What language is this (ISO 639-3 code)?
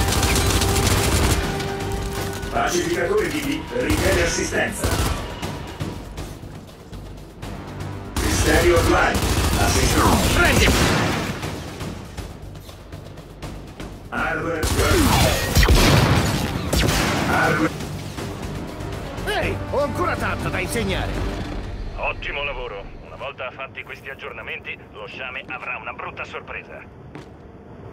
ita